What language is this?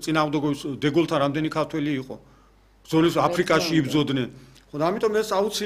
Georgian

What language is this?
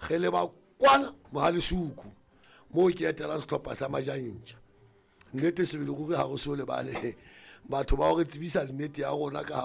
Southern Sotho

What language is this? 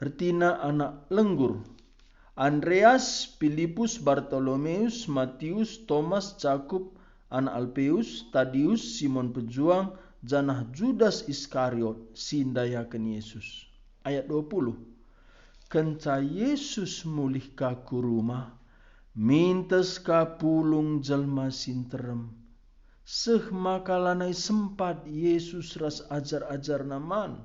Batak Karo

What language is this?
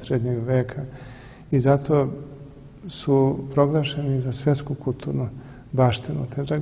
Serbian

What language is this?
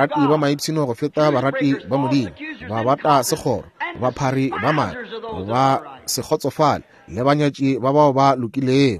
Northern Sotho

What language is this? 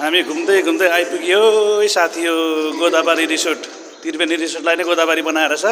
Nepali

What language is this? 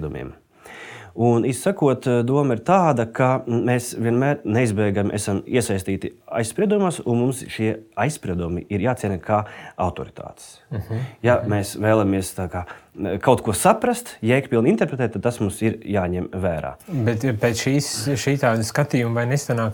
Latvian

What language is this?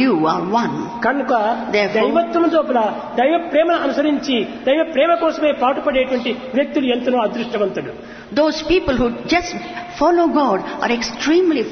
Telugu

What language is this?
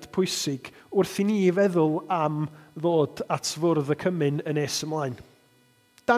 Welsh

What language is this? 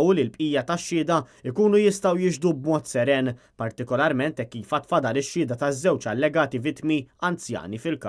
Maltese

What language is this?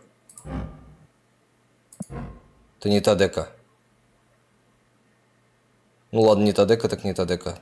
Russian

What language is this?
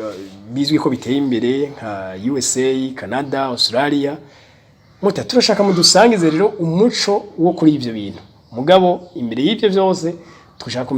Rundi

